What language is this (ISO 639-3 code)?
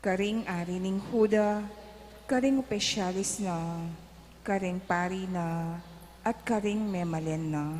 pam